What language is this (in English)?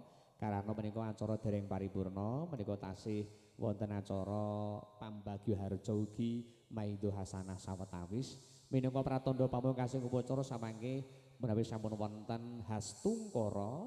Javanese